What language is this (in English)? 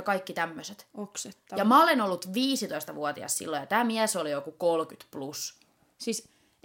Finnish